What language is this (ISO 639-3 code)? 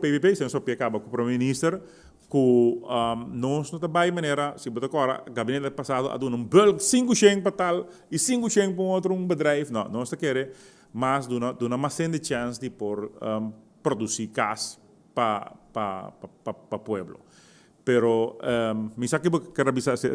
pap